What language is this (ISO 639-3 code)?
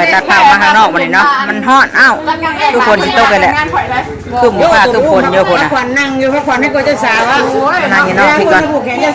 tts